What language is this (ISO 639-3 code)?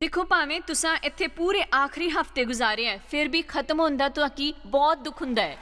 doi